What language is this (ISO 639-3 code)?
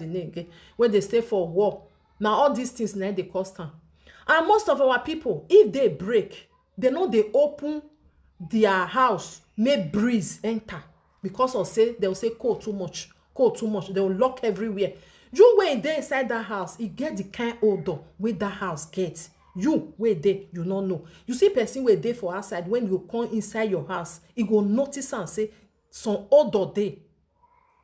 pcm